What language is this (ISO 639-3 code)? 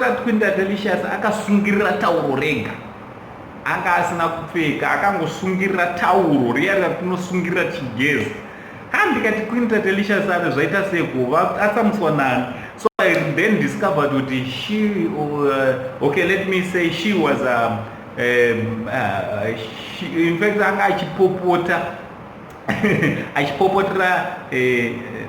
sna